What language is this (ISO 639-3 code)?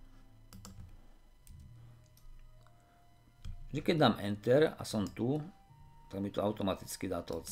slk